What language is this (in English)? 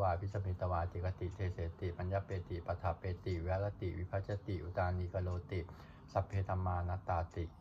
Pali